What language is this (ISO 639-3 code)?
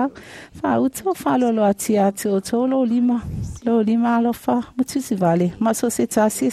smo